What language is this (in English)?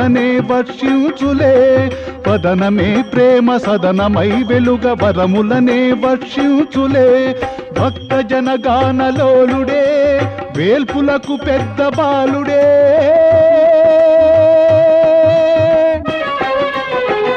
Telugu